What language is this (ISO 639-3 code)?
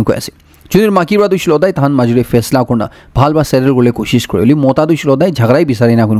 nag